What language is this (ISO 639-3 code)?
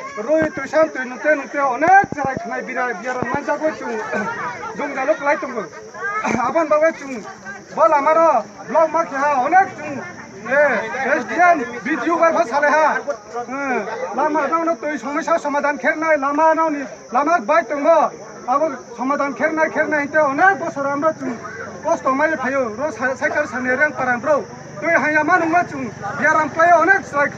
trp